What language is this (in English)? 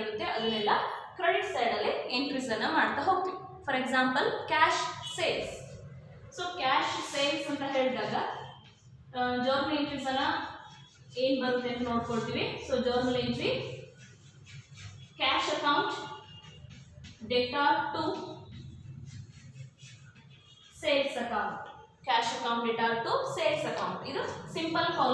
Kannada